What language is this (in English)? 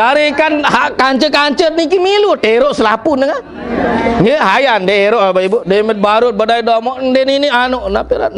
Sasak